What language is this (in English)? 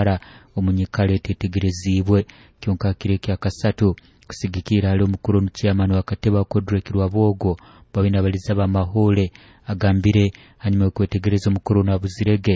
Nyoro